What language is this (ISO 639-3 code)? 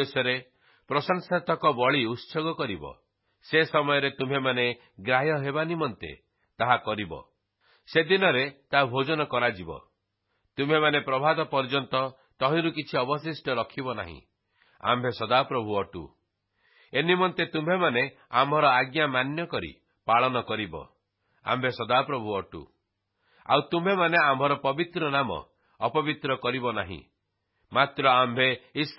ori